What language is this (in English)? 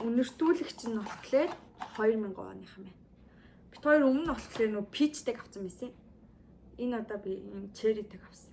Mongolian